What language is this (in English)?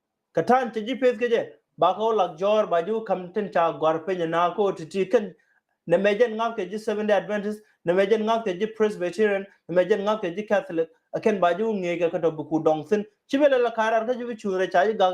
Nuer